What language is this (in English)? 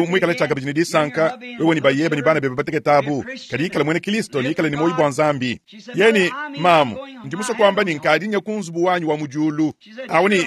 Luba-Lulua